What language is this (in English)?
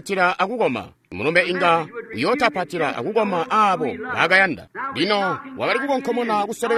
Tonga (Zambia)